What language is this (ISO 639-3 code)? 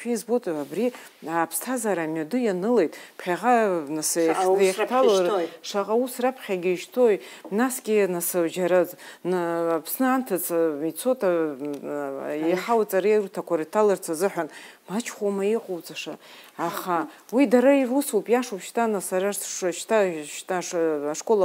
abk